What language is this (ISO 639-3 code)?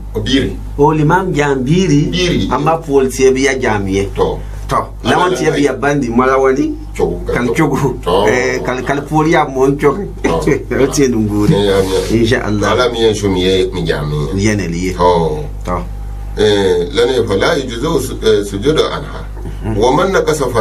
gux